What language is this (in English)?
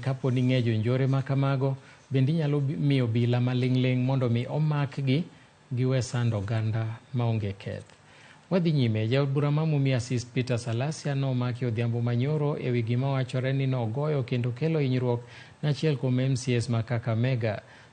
Luo (Kenya and Tanzania)